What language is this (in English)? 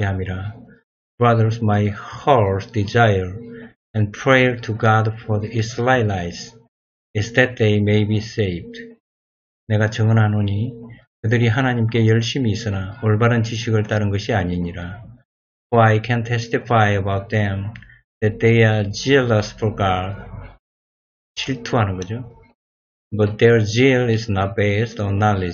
Korean